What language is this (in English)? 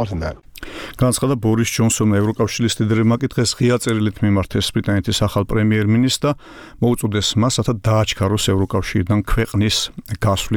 Georgian